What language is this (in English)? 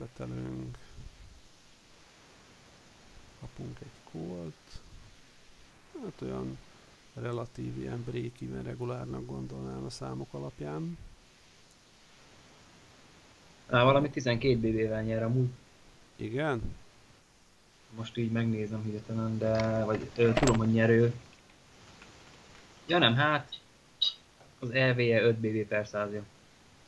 Hungarian